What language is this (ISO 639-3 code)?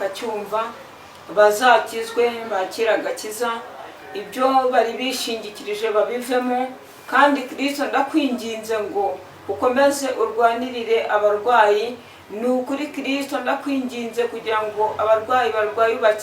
kin